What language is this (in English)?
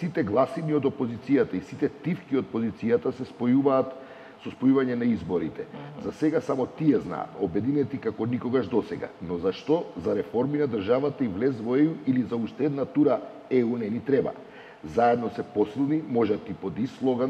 Macedonian